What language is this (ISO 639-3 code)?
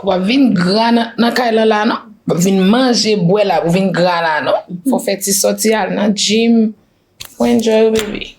hat